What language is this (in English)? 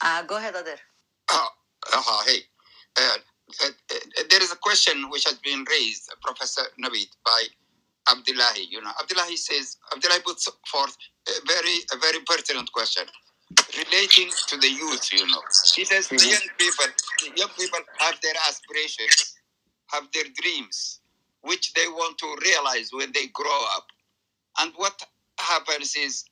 English